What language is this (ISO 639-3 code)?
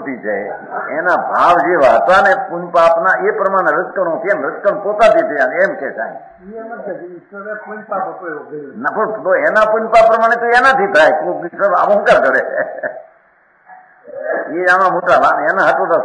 guj